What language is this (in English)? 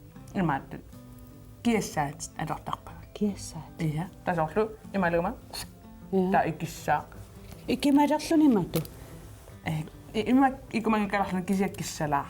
Kalaallisut